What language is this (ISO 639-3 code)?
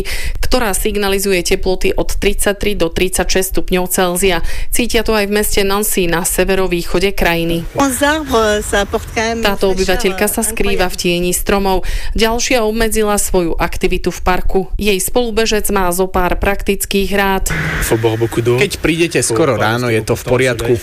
slk